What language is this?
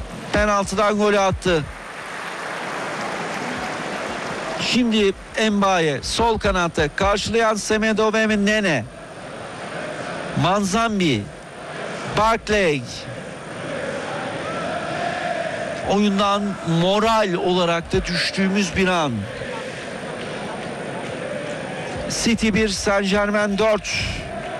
Turkish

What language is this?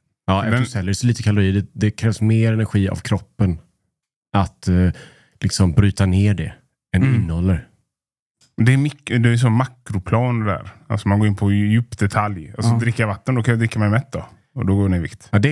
Swedish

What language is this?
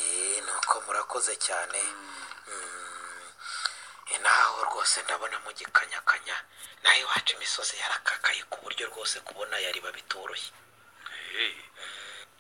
Kinyarwanda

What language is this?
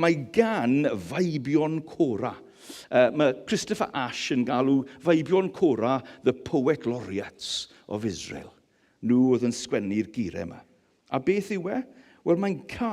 Welsh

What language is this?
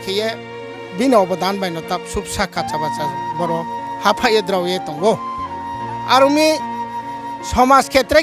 Riang (India)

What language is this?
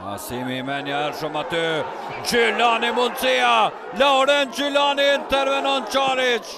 Albanian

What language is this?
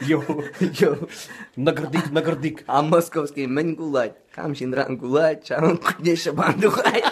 Chuvash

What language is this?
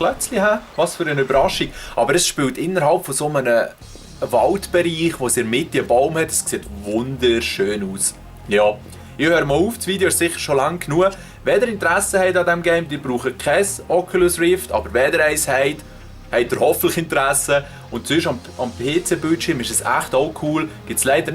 Swiss German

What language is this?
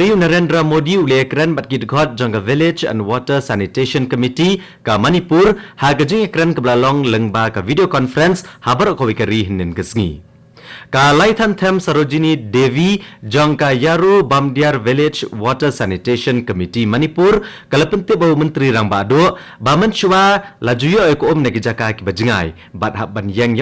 Khasi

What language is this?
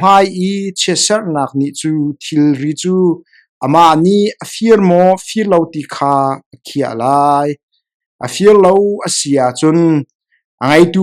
Hakha Chin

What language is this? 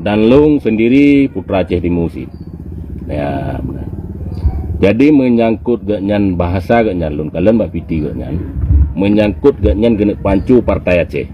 Achinese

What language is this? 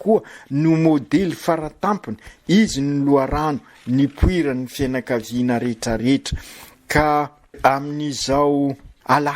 Malagasy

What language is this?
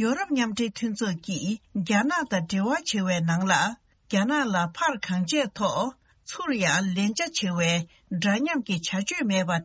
Tibetan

